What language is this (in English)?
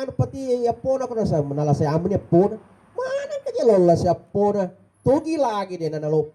Buginese